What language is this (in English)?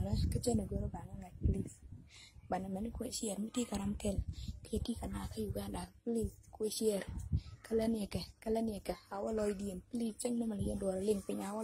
Nuer